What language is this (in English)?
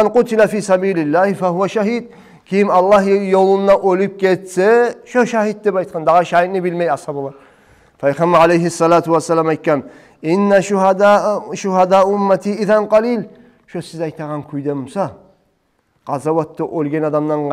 Kumyk